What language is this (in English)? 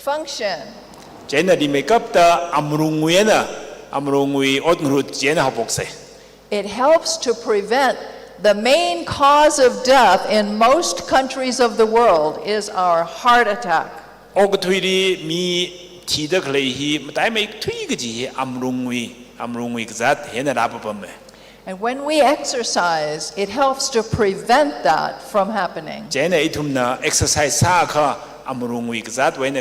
Tangkhul Naga (India)